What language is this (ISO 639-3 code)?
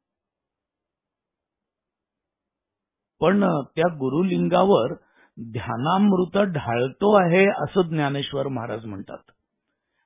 mar